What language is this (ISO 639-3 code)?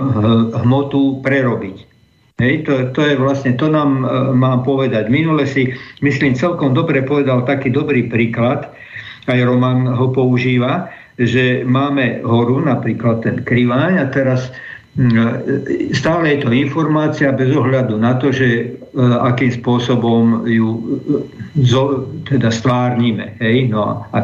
slk